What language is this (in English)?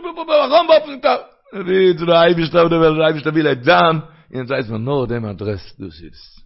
Yiddish